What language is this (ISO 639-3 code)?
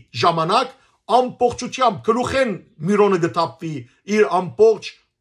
hyw